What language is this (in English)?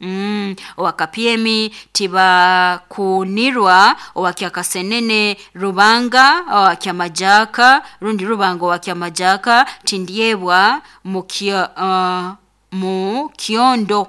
Nyoro